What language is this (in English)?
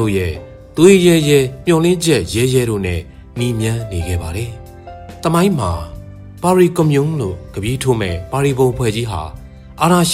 Burmese